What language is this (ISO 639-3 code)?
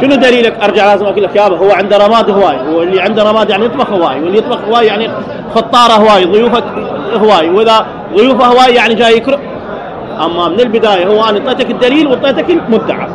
acm